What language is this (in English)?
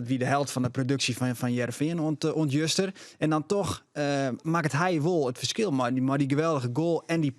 Western Frisian